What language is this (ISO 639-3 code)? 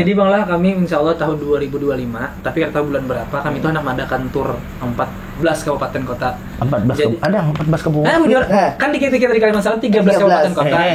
bjn